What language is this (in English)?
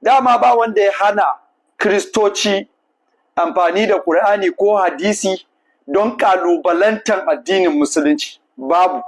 Hausa